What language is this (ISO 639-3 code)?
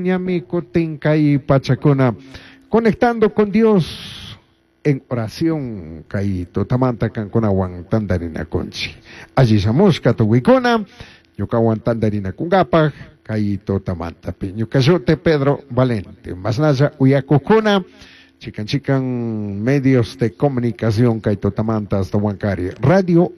qug